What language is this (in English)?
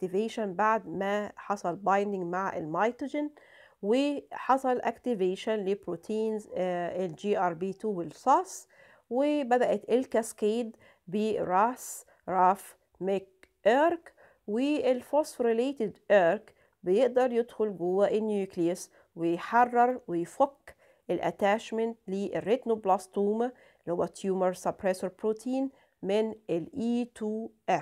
Egyptian Arabic